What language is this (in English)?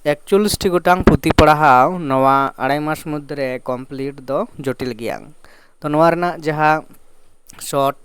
Santali